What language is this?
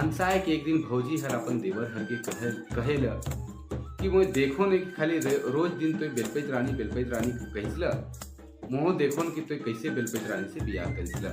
Sadri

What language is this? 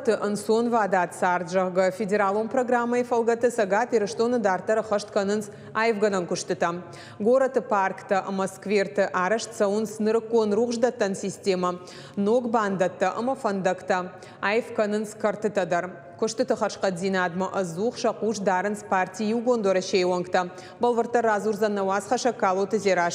Ossetic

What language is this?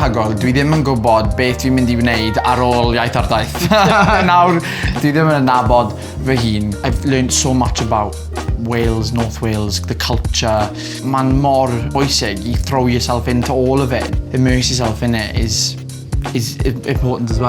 Welsh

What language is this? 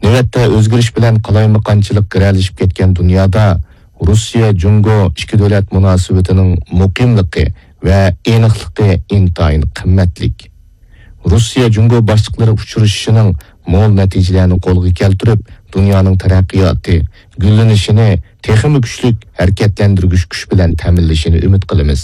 Uyghur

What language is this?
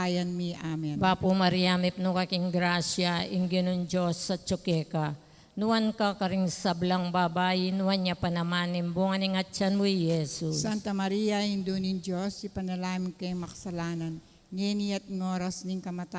Pampanga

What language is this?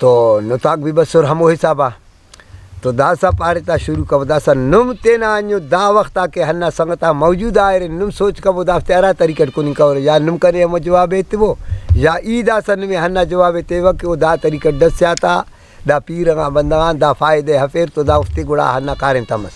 Brahui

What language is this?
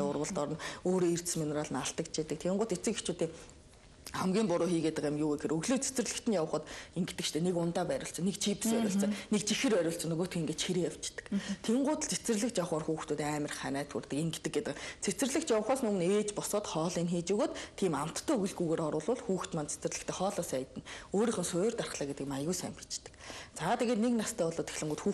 Mongolian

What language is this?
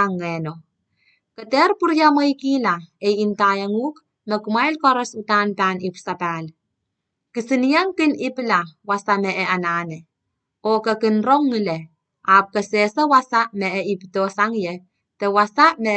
Pohnpeian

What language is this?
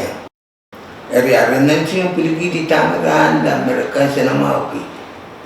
Pohnpeian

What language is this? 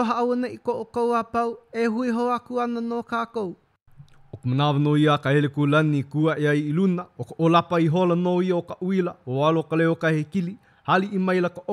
Hawaiian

